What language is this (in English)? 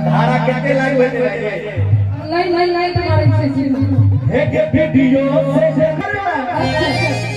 Maithili